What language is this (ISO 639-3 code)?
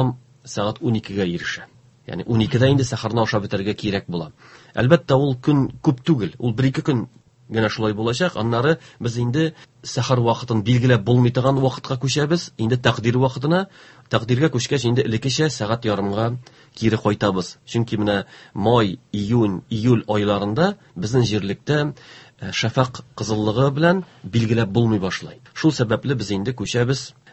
tat